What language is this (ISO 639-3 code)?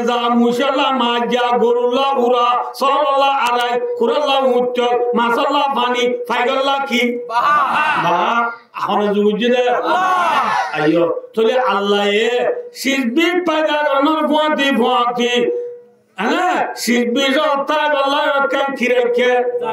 rhg